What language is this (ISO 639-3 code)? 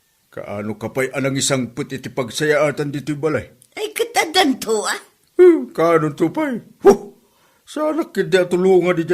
ilo